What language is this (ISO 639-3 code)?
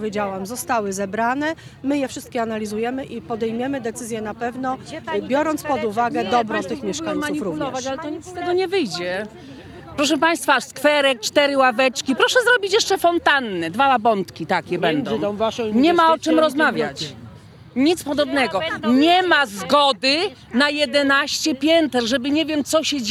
pol